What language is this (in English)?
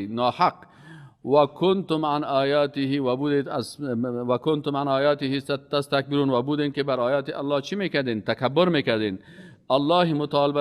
Persian